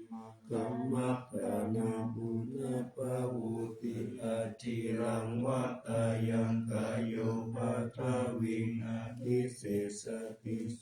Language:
Pali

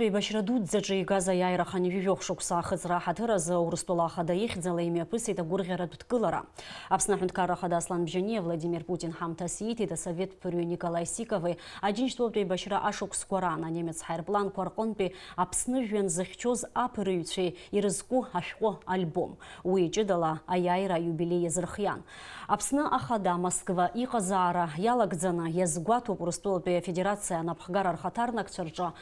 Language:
Abkhazian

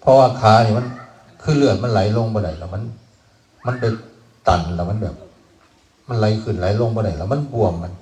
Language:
Northeastern Thai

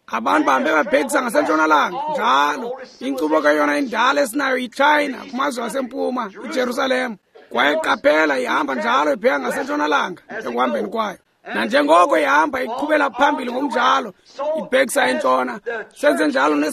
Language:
Xhosa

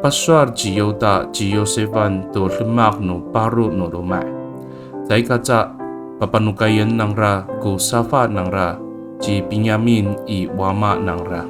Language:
Amis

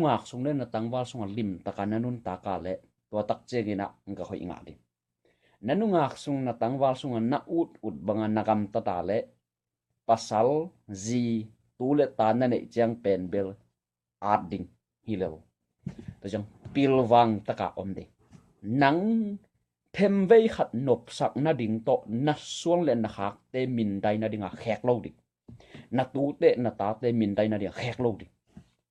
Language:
Tedim Chin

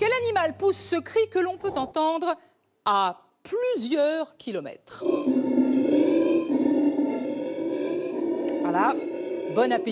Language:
French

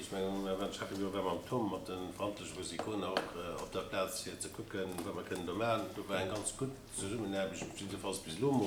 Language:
Luxembourgish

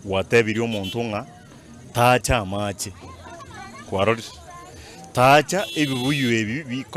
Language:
Gusii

